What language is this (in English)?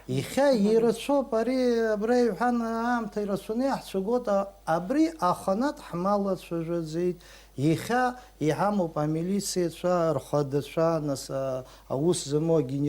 Abkhazian